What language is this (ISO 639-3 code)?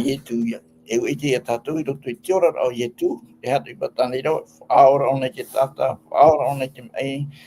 tah